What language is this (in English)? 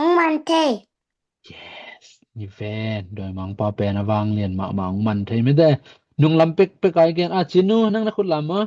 Tedim Chin